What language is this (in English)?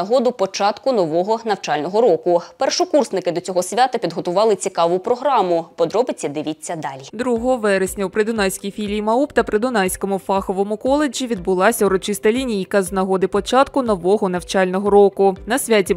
Ukrainian